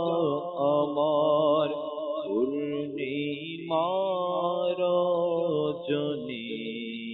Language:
Bangla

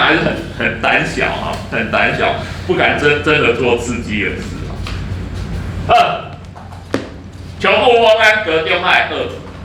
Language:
Min Nan Chinese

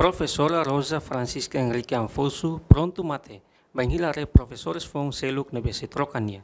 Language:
Tetum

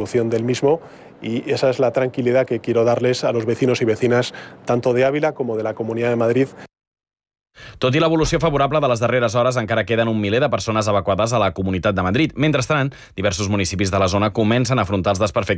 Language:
Catalan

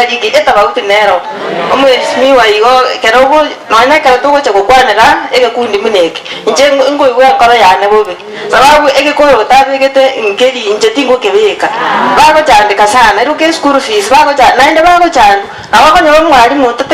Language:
Gusii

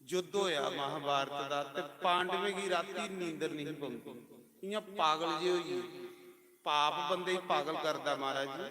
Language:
Dogri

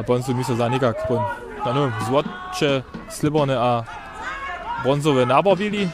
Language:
Upper Sorbian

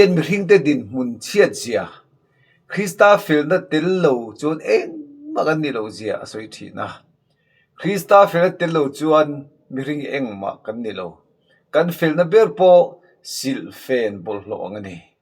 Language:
Mizo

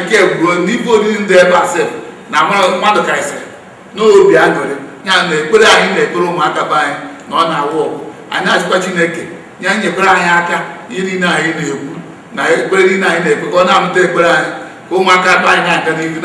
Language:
Igbo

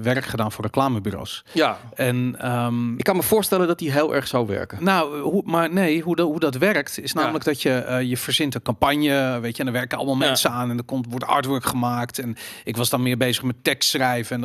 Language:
Dutch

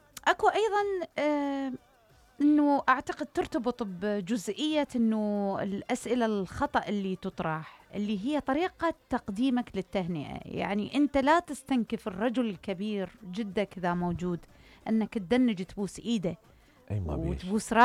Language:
Mesopotamian Arabic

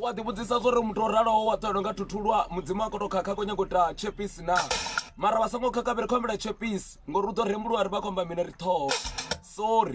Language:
Venda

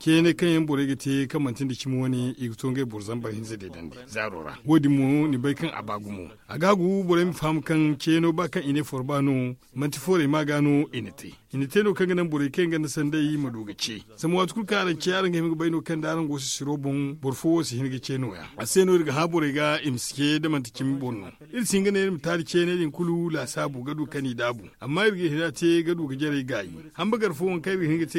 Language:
Zarma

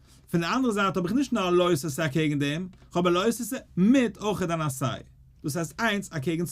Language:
Yiddish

